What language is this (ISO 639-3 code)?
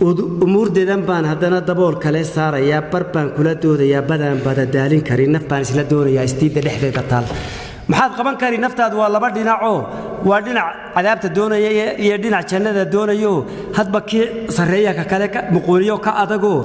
som